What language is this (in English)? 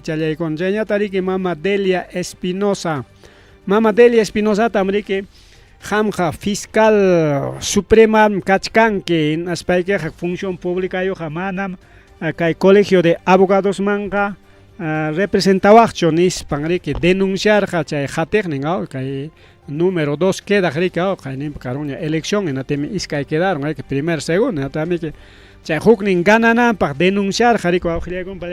Ayacucho Quechua